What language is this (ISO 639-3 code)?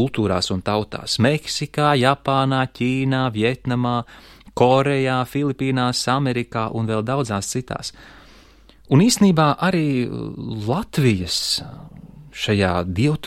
lav